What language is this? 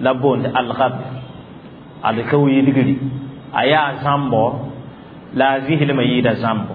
Mossi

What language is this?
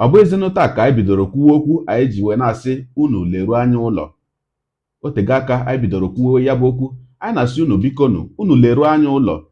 Igbo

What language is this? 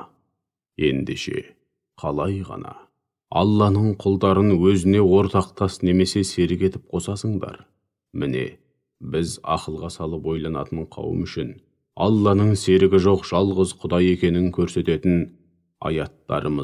Kazakh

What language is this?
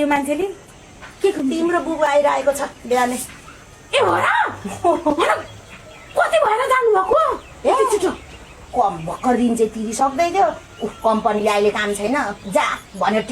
Nepali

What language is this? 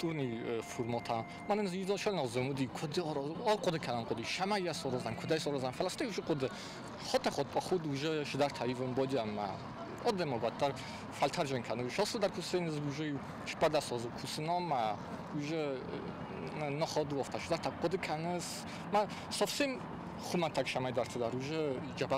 Ossetic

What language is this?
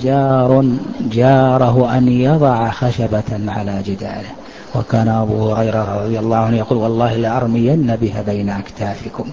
Arabic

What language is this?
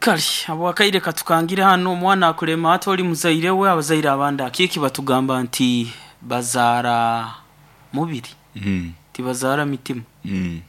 Nyoro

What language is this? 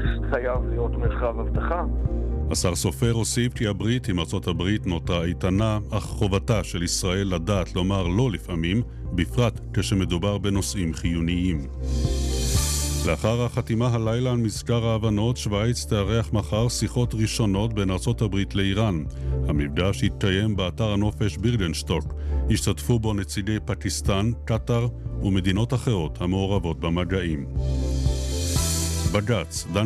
Hebrew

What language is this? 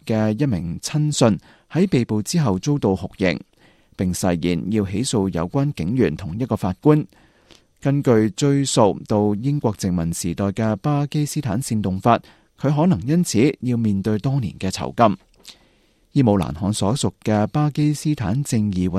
Cantonese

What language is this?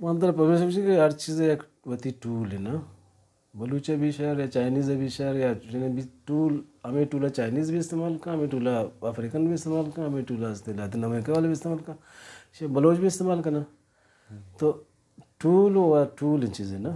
Baluchi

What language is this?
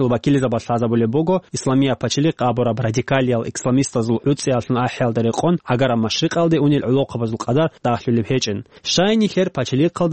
Avaric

